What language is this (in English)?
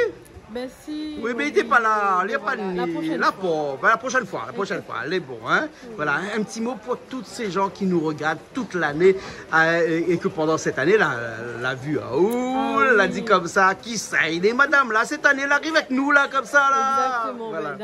Réunion Creole French